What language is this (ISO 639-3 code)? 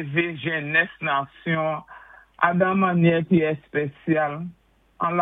acf